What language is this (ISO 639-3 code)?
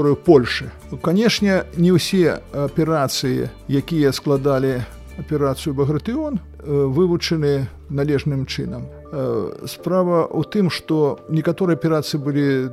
bel